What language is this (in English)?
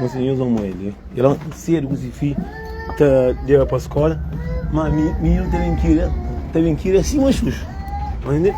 Kabuverdianu